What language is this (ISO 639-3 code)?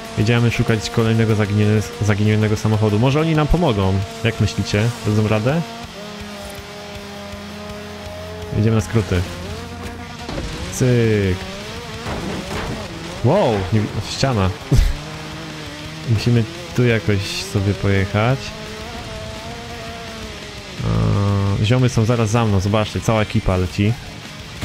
pol